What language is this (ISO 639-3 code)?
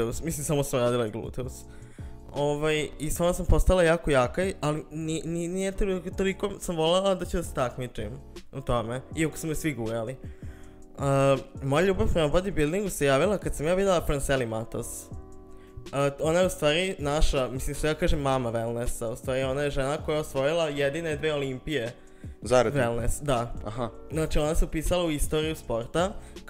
srp